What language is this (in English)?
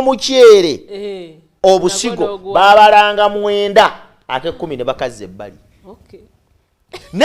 Ganda